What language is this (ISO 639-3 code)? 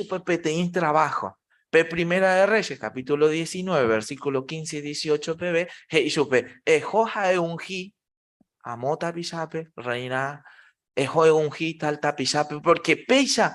grn